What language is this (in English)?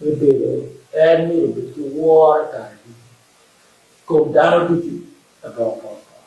Acoli